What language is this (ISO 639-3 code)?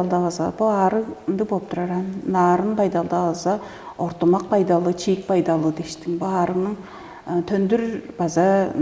tyv